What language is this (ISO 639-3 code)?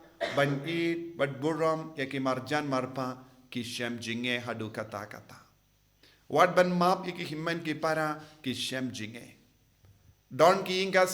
kha